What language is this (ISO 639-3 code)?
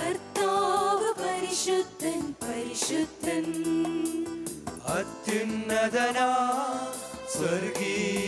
mal